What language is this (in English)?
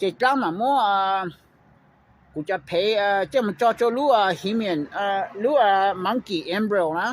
Hmong